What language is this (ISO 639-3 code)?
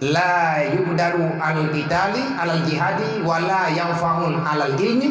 ace